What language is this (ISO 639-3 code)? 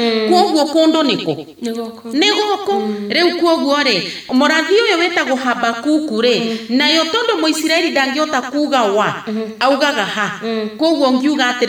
kik